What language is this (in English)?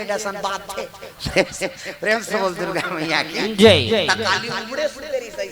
Chhattisgarhi